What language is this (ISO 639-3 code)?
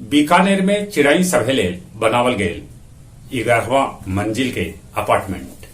mag